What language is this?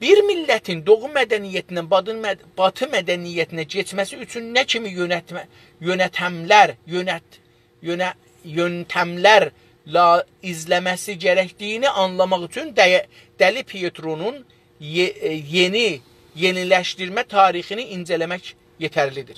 South Azerbaijani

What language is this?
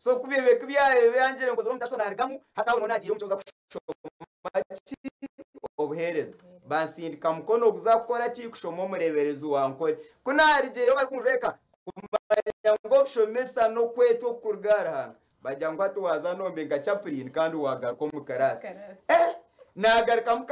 Nyankole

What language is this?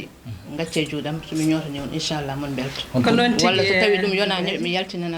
Fula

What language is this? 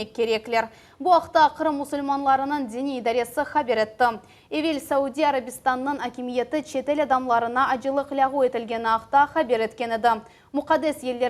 Crimean Tatar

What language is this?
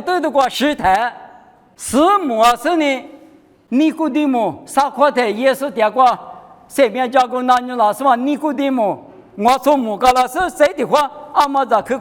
Lisu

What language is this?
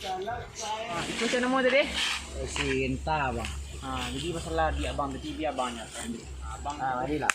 Minangkabau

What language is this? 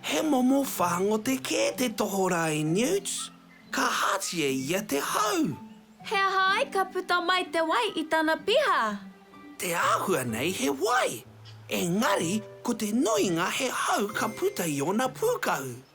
Māori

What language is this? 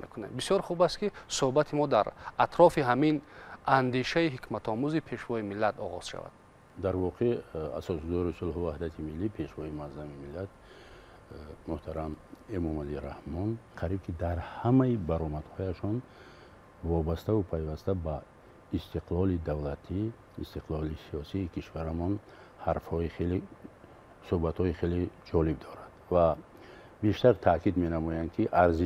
Tajik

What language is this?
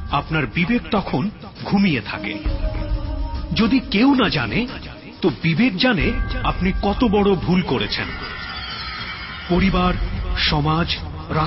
Bangla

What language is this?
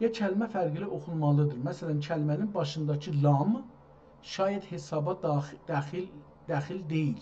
South Azerbaijani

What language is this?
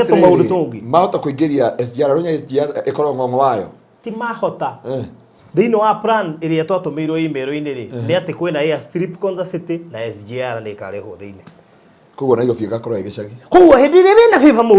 Kikuyu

